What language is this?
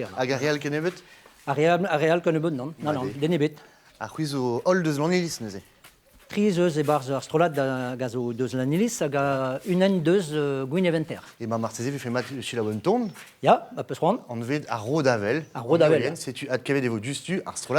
Breton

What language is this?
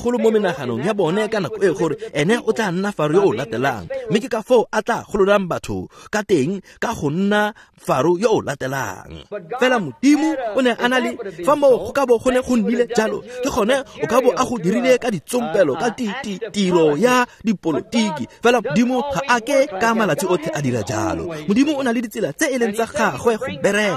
Tswana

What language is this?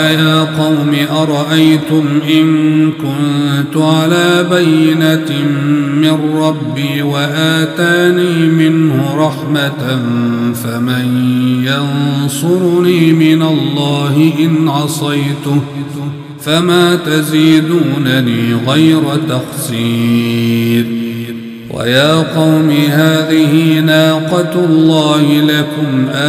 Arabic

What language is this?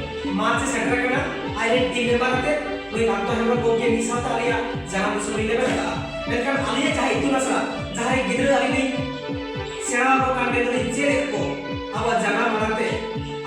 Santali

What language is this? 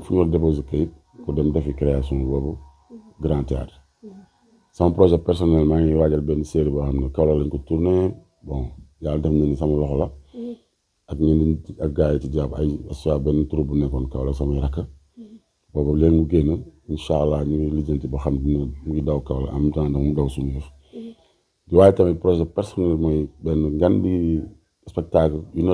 Wolof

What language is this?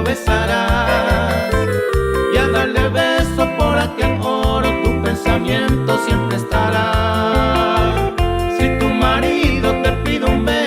Guarani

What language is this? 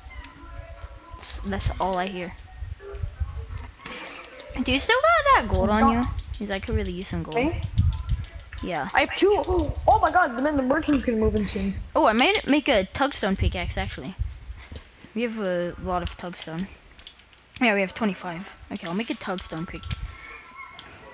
English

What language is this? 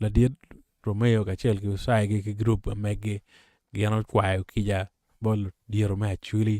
Acoli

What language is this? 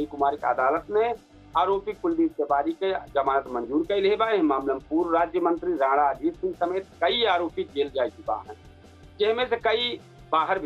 Awadhi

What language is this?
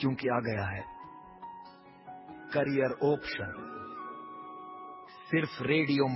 Hindi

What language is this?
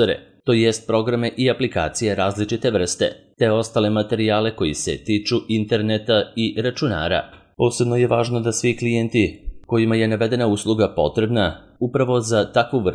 Serbian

